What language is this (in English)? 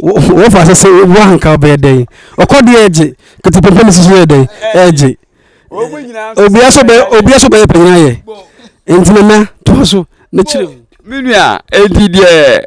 Akan